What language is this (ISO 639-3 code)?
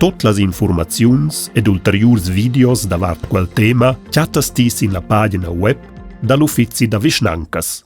roh